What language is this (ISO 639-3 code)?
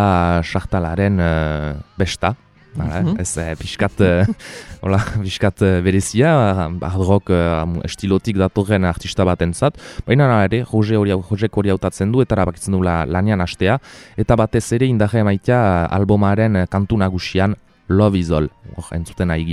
eus